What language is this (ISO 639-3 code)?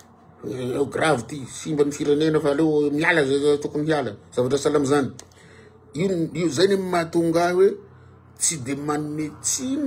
mlg